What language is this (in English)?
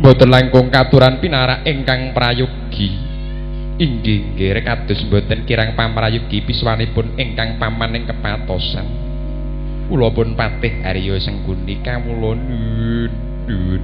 Javanese